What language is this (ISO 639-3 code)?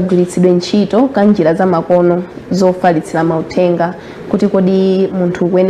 nya